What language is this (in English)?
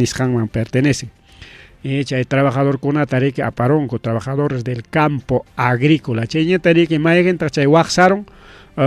Ayacucho Quechua